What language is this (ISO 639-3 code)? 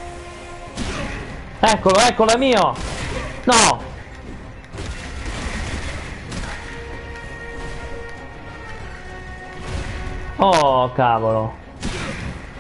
ita